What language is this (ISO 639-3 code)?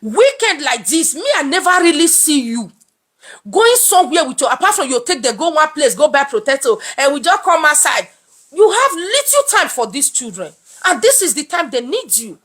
pcm